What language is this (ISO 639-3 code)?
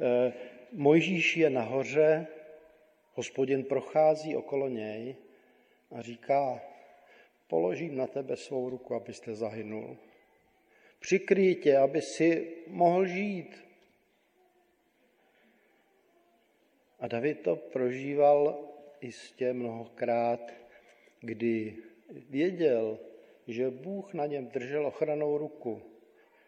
ces